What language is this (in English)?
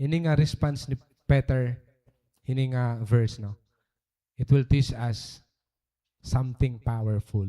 Waray